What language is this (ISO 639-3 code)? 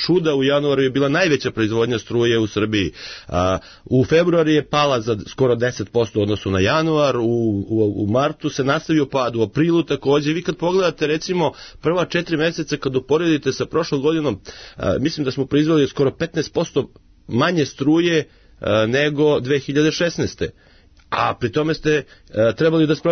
srp